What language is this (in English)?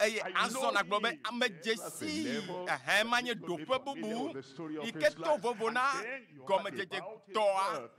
Ewe